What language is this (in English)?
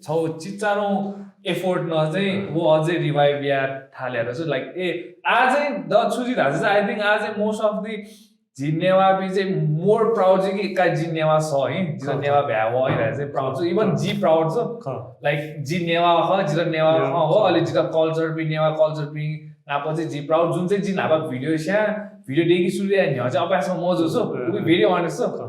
Newari